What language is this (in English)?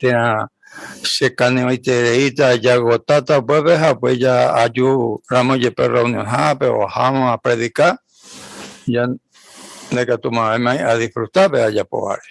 Guarani